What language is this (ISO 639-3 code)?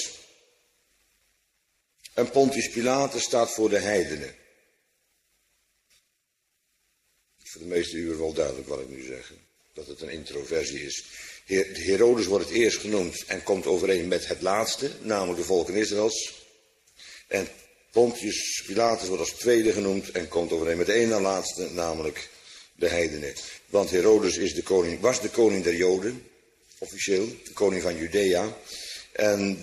nld